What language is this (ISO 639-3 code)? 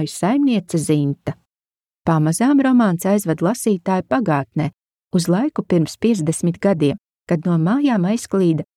lav